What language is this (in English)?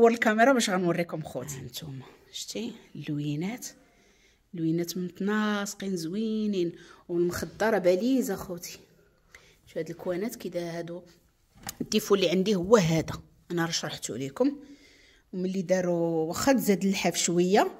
Moroccan Arabic